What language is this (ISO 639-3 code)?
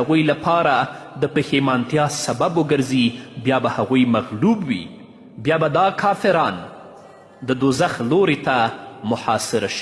pus